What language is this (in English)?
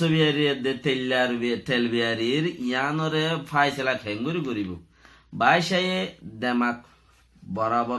Rohingya